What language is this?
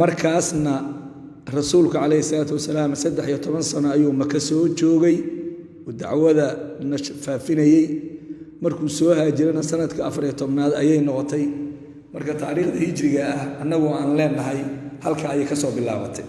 Somali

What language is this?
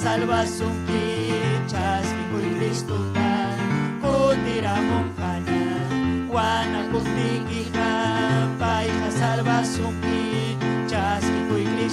Ayacucho Quechua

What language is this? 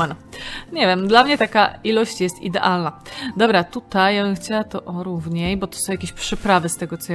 Polish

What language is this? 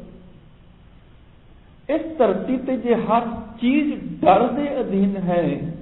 Punjabi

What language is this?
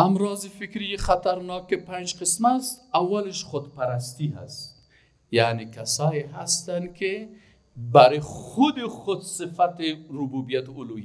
Persian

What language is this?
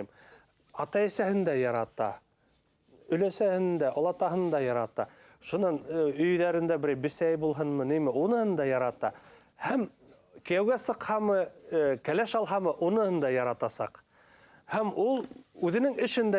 Bashkir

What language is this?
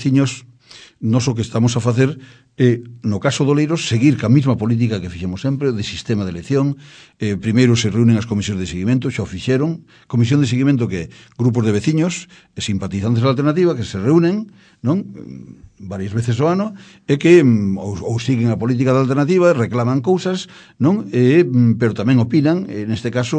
Galician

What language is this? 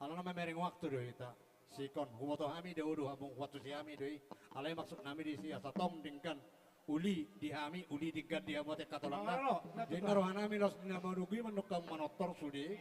Batak Toba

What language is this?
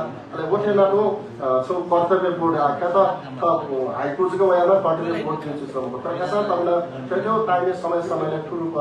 Newari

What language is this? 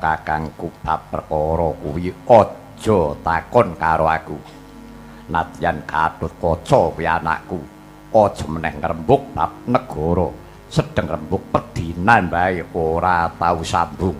Javanese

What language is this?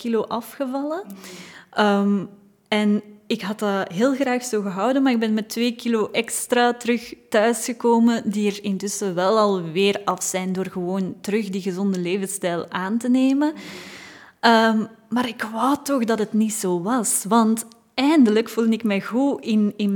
Dutch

